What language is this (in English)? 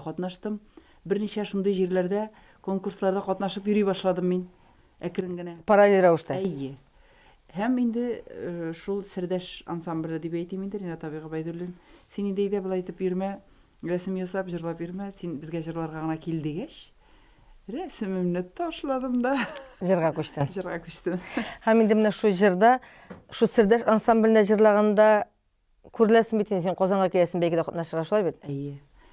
Tatar